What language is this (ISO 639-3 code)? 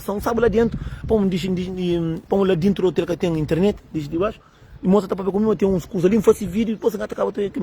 kea